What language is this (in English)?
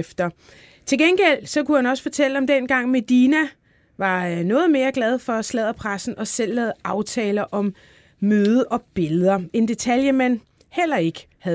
Danish